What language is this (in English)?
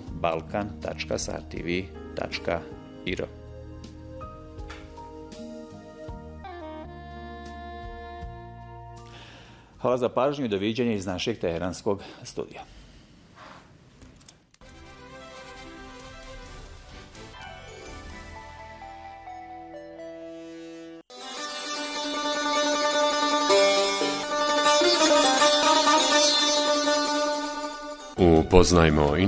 Bosnian